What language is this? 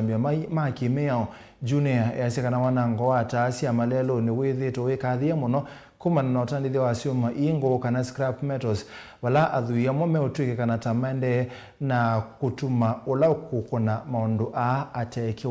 Kamba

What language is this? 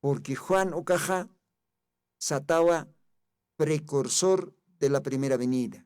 Aymara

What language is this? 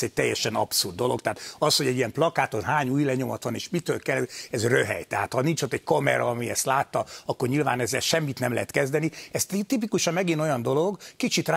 Hungarian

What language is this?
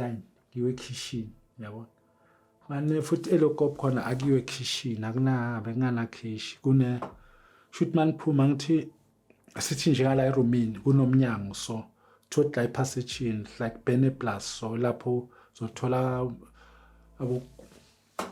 Zulu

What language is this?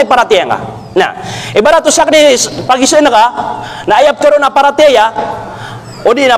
Maranao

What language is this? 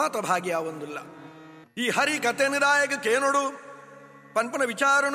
Tulu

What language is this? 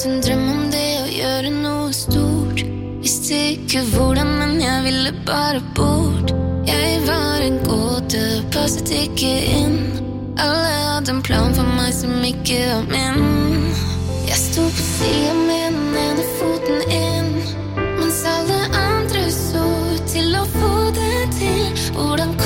Norwegian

